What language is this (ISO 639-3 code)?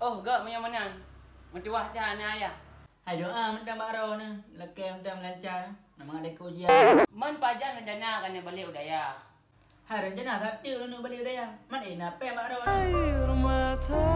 ace